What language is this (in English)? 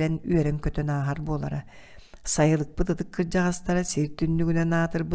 Yakut